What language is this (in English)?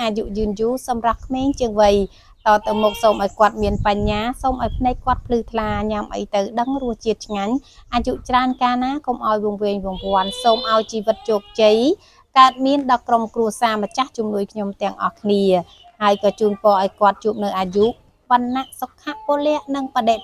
Khmer